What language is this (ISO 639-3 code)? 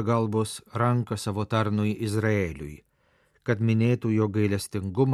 lit